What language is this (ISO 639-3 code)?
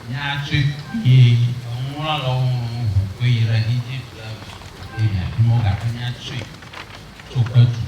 ewe